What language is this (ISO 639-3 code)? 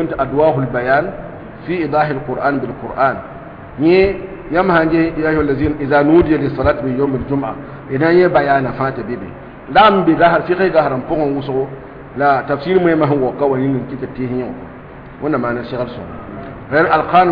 mos